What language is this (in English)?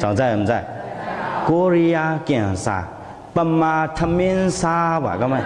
Shan